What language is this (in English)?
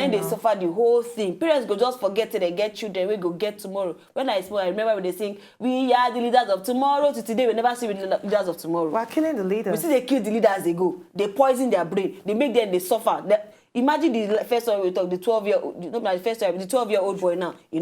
Nigerian Pidgin